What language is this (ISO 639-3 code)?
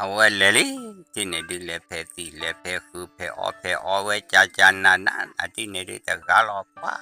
ksw